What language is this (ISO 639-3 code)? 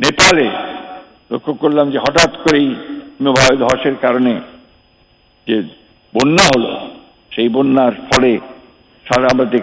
ben